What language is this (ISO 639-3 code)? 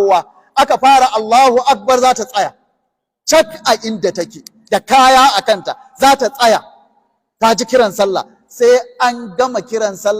hau